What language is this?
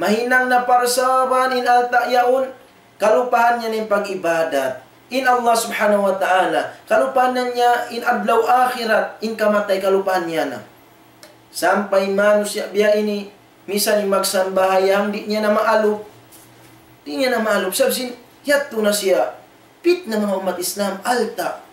Tausug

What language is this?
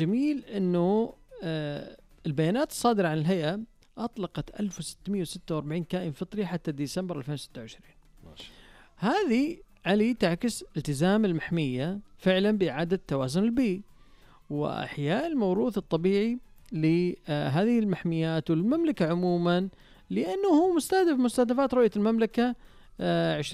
Najdi Arabic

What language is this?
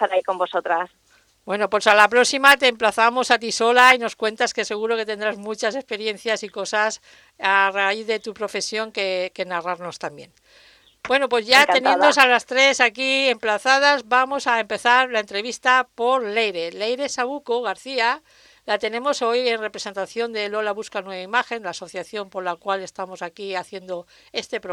Spanish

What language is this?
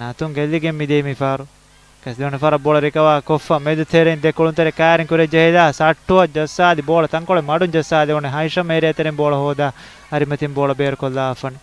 Divehi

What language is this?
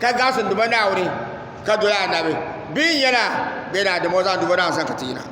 Dagbani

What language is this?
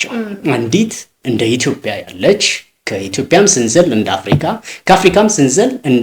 Amharic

